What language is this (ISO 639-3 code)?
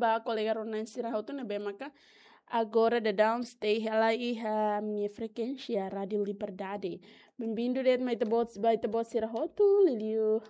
tet